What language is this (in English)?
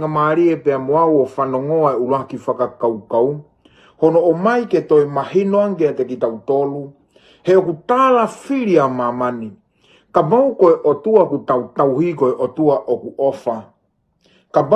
Tongan